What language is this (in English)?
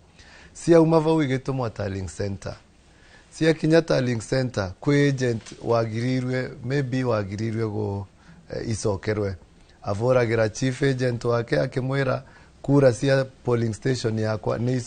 Kikuyu